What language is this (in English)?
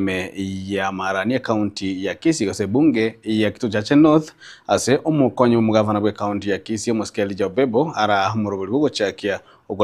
Gusii